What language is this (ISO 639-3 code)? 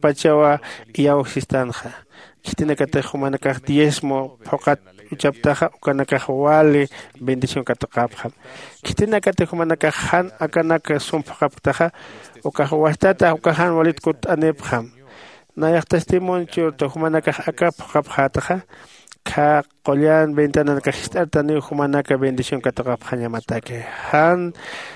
aym